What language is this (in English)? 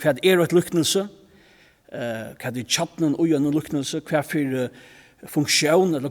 Faroese